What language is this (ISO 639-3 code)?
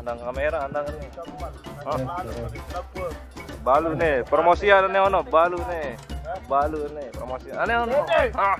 sas